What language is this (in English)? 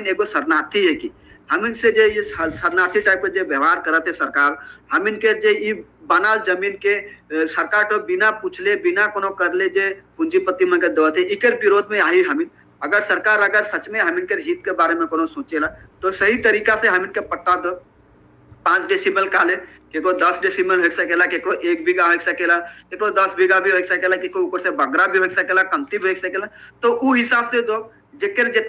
Sadri